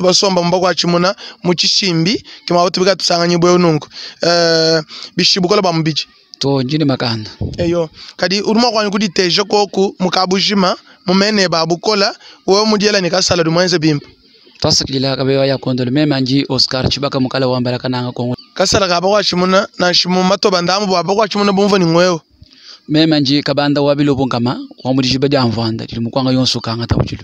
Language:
Luba-Lulua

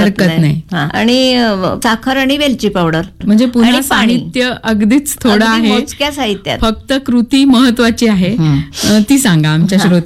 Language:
Marathi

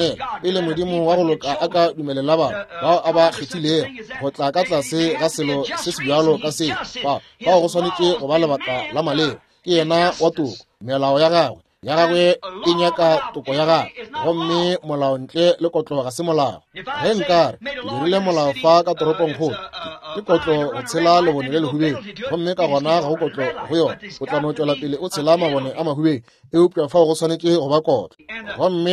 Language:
Northern Sotho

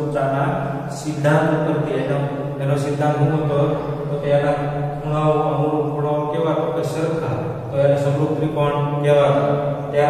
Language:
Gujarati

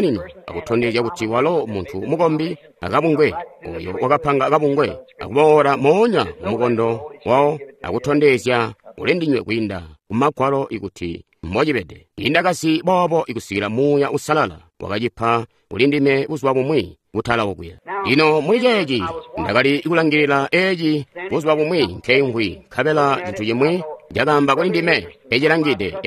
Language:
Tonga (Zambia)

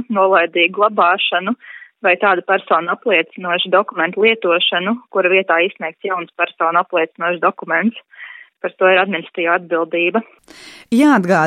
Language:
Latvian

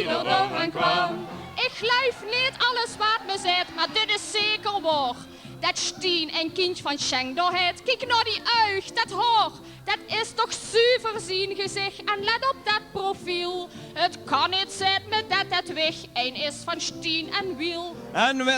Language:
Limburgish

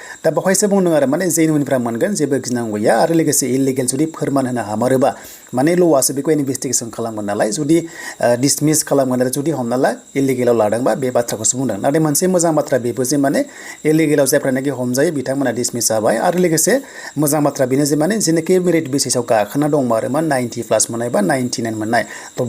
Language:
Bodo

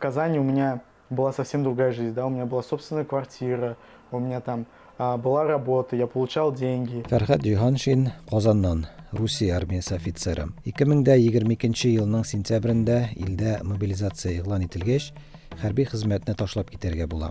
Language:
Tatar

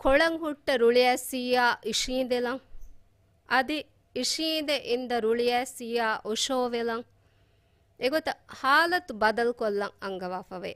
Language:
Divehi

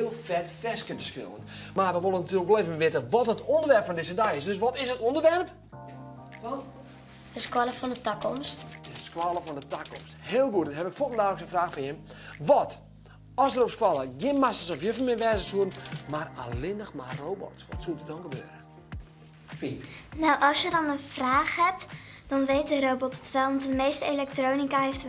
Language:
Western Frisian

